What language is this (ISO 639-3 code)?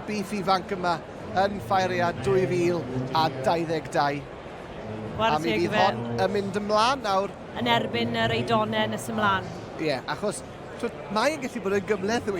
cym